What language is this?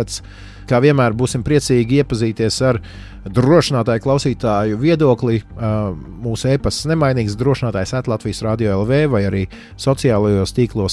Latvian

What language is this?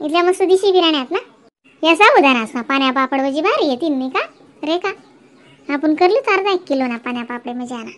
Khandesi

